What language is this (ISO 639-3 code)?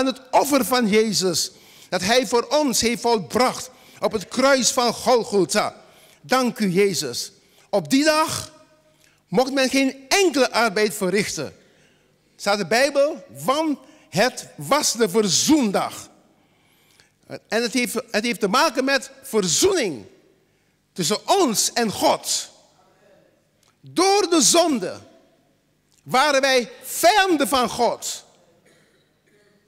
nld